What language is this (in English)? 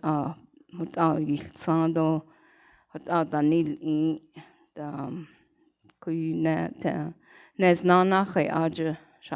Navajo